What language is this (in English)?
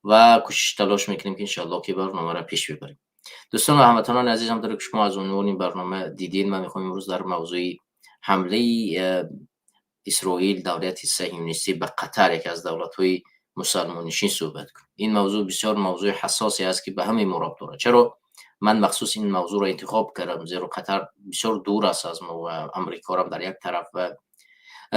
Tajik